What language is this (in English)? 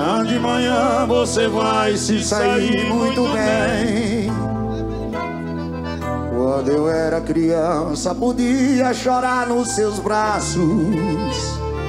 Portuguese